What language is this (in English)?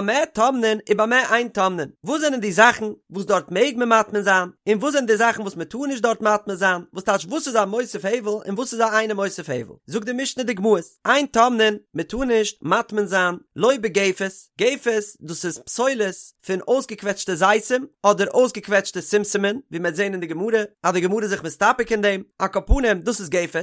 Yiddish